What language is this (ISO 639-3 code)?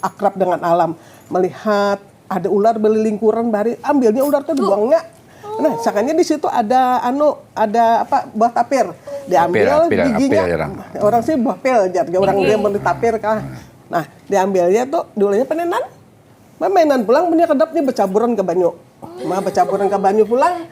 bjn